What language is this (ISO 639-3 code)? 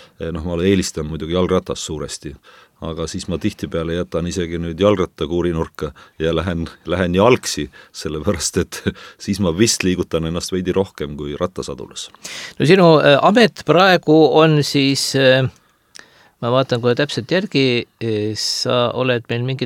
est